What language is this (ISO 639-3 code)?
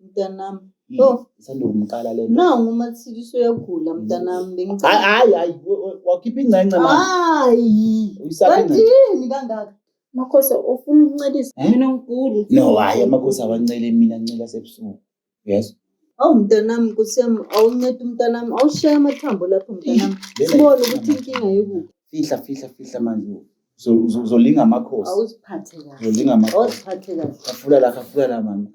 zul